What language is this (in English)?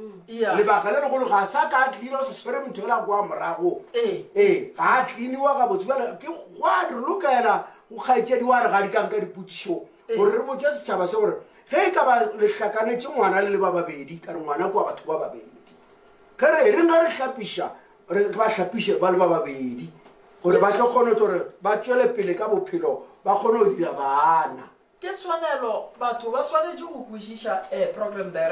Northern Sotho